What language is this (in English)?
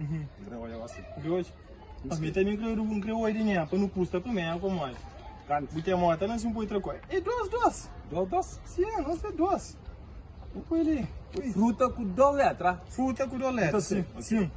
Kabuverdianu